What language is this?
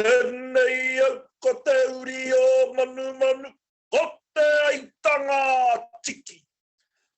Māori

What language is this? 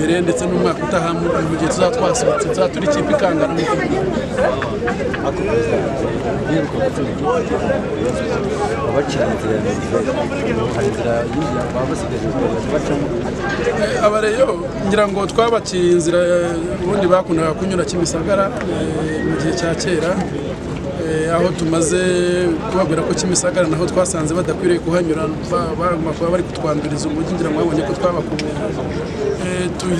Kinyarwanda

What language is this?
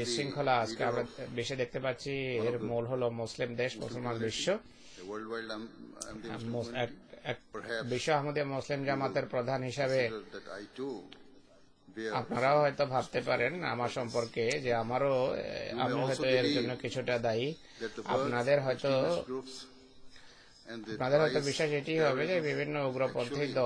Bangla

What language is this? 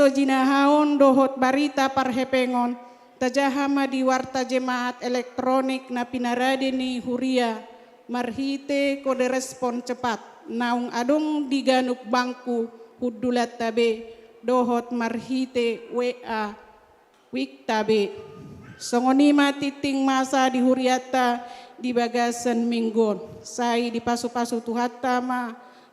Batak Toba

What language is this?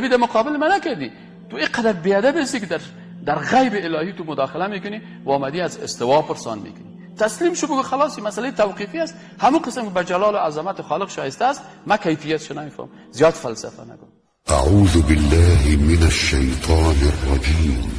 Persian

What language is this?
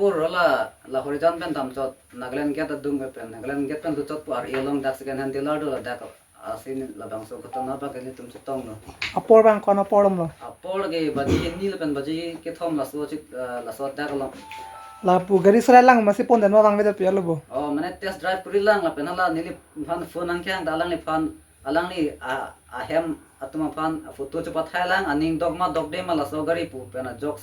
Karbi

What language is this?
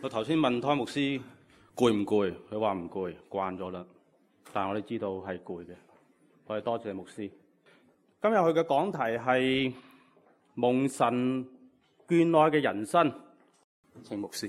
Cantonese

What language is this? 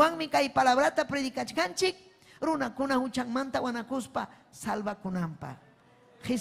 Ayacucho Quechua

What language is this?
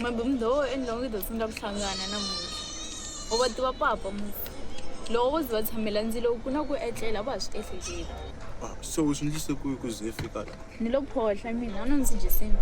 Tsonga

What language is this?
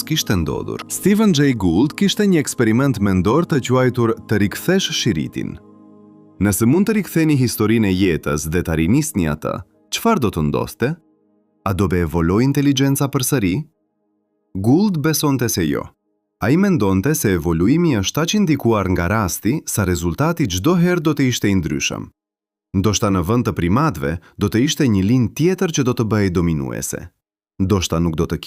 Albanian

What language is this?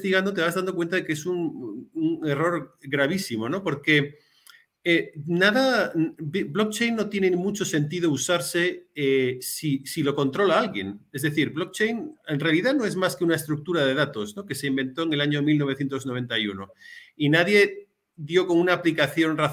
Spanish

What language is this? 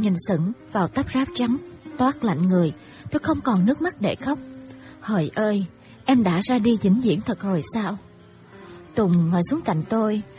Vietnamese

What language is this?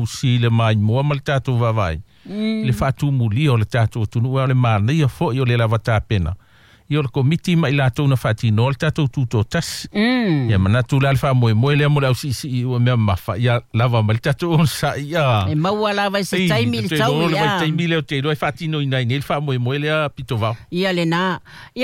Samoan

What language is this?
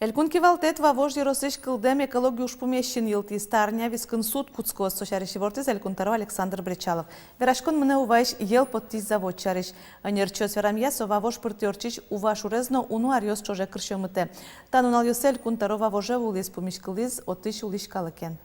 Udmurt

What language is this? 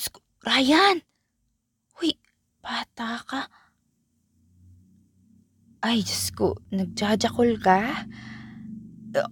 Filipino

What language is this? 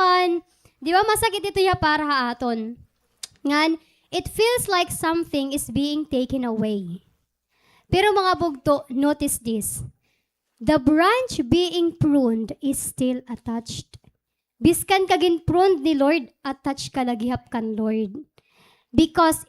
Waray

